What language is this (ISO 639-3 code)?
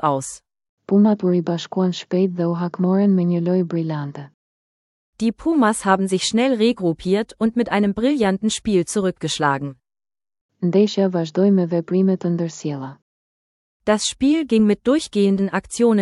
sqi